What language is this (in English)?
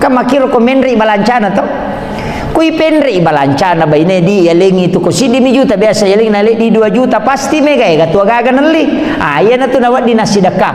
Buginese